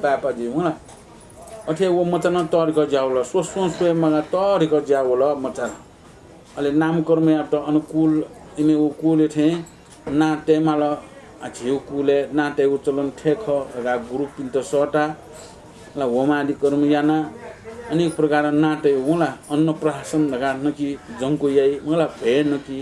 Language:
Newari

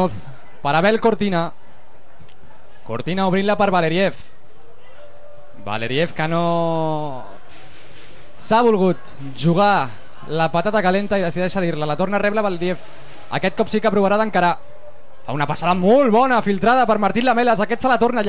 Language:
Catalan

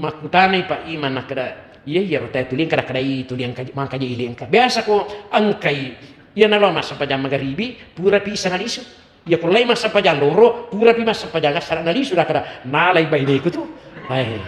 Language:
Buginese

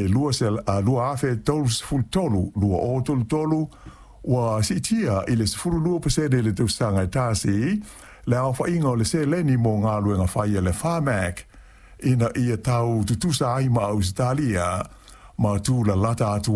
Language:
Samoan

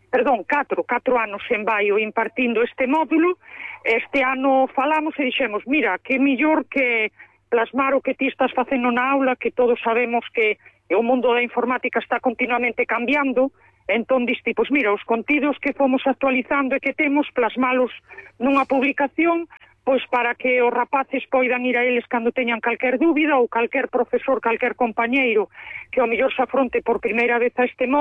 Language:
Galician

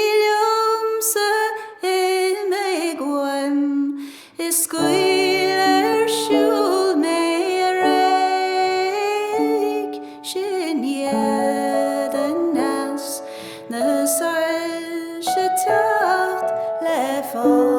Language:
Irish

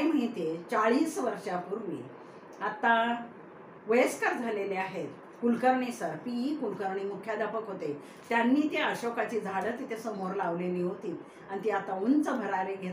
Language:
Marathi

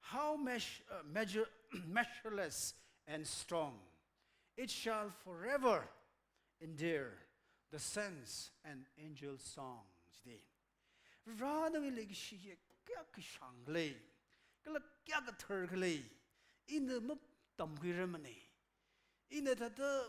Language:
Tangkhul Naga (India)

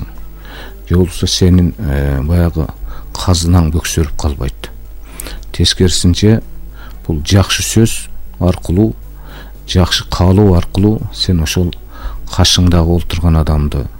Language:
Kyrgyz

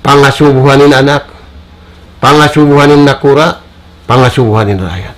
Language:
Tausug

